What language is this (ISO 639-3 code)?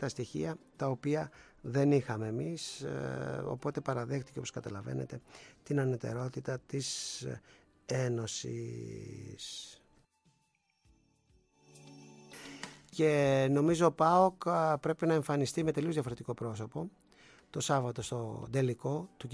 ell